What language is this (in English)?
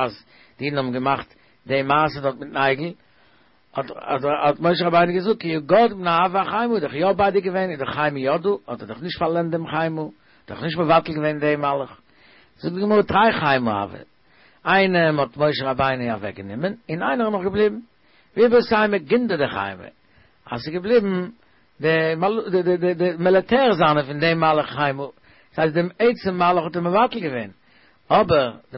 Yiddish